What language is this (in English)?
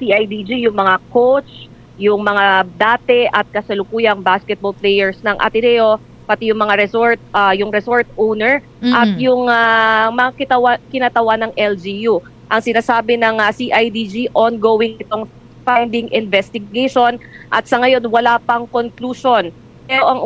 Filipino